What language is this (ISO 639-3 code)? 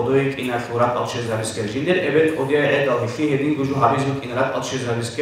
ava